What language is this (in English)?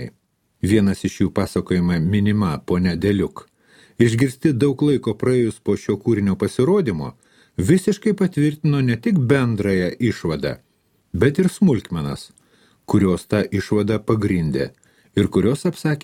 Lithuanian